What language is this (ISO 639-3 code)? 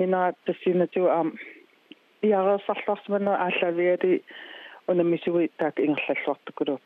kal